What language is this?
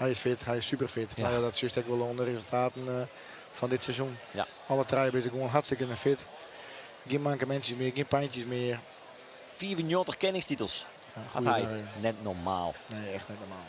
Western Frisian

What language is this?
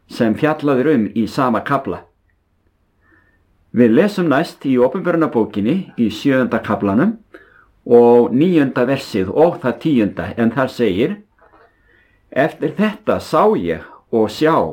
Icelandic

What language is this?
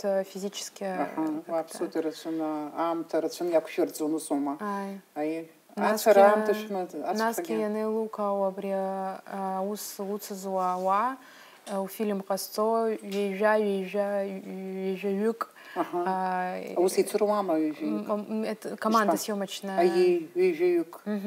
Abkhazian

